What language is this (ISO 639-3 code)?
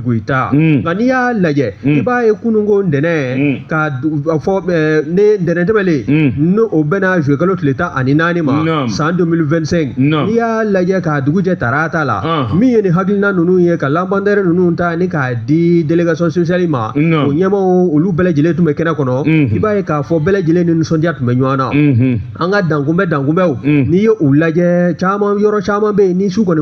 bam